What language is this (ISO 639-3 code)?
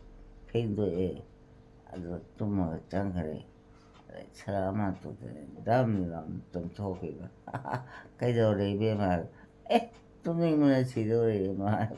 mni